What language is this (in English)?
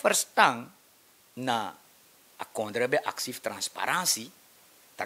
Sranan Tongo